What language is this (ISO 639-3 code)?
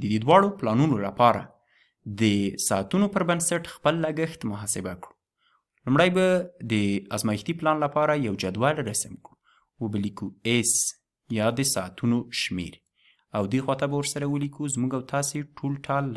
pus